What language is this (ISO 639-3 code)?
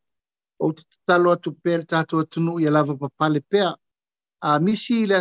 smo